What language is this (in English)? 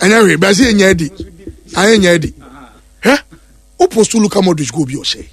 Akan